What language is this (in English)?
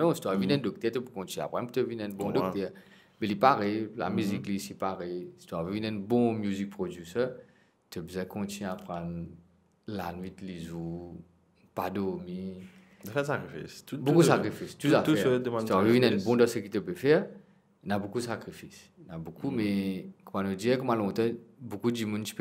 Morisyen